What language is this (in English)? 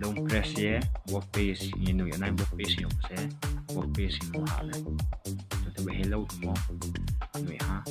Riang (India)